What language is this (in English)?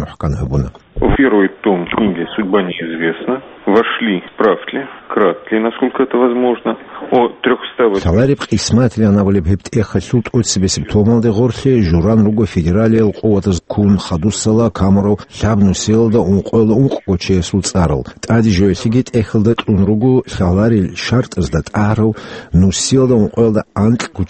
Avaric